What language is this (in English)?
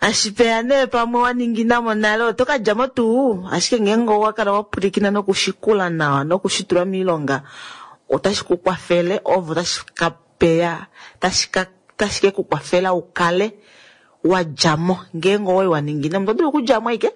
Kuanyama